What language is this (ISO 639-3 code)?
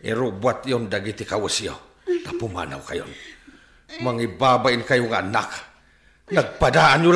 ilo